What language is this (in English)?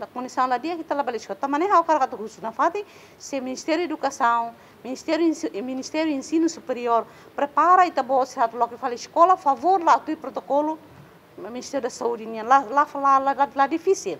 Tetum